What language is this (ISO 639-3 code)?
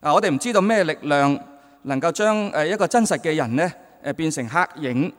yue